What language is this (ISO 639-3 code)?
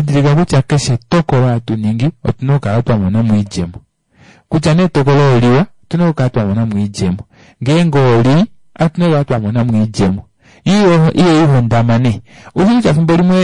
kua